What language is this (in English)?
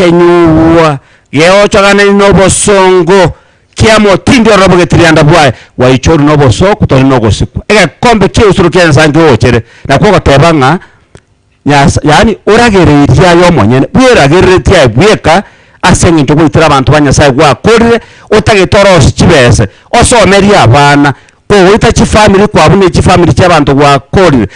Gusii